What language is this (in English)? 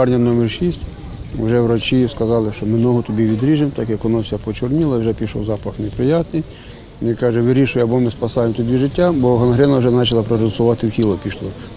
Ukrainian